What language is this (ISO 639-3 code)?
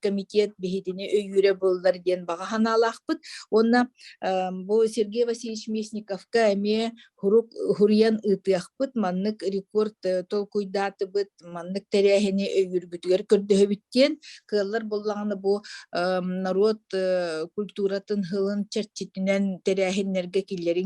sah